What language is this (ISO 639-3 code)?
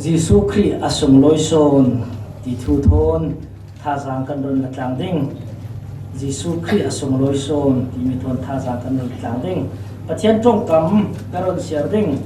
cfm